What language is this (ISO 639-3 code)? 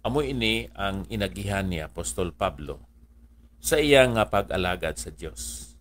hil